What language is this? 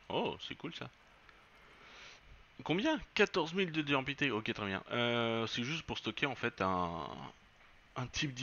French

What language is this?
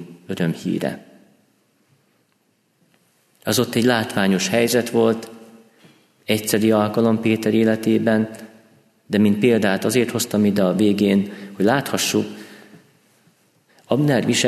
Hungarian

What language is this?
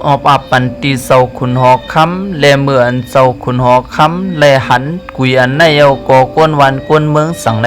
Shan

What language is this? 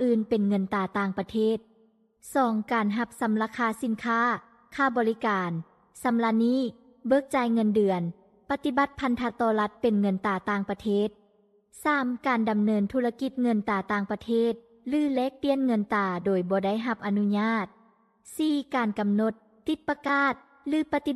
Lao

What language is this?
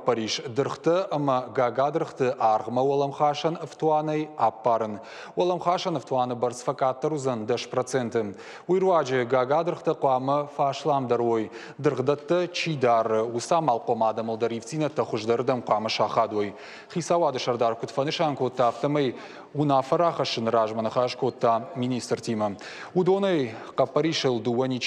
Ossetic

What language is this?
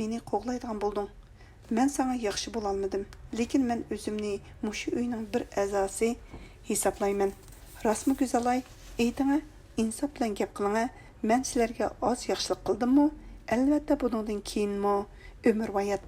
Uyghur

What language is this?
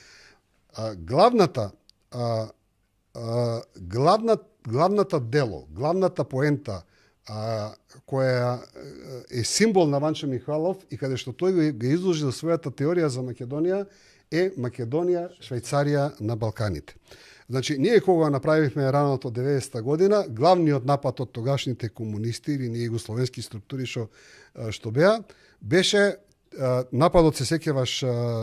Macedonian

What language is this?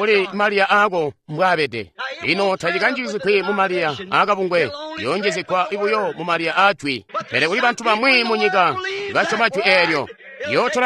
Tonga (Zambia)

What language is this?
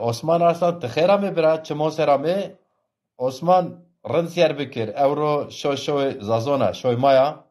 Zaza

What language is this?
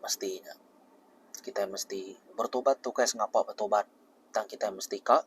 Iban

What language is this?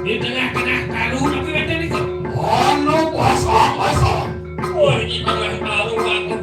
Balinese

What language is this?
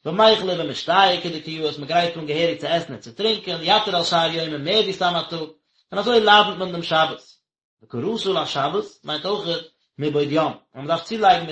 Yiddish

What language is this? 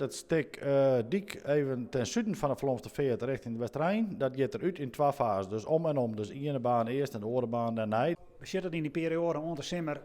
Western Frisian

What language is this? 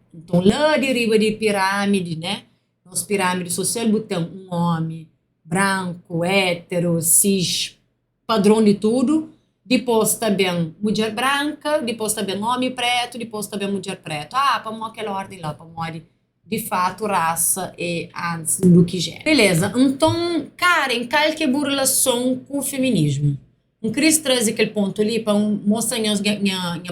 Kabuverdianu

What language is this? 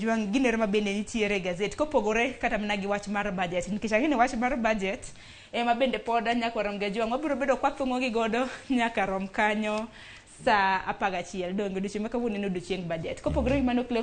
Luo (Kenya and Tanzania)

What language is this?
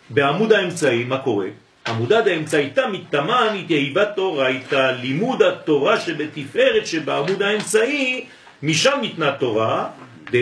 Hebrew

